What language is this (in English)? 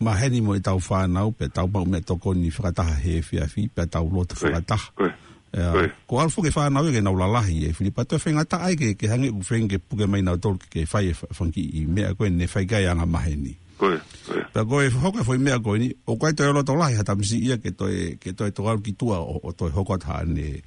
Tongan